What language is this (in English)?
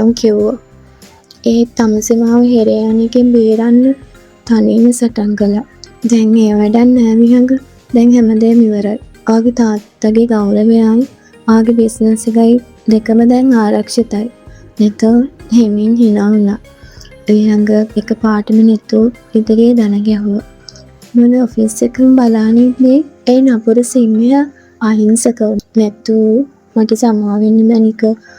Sinhala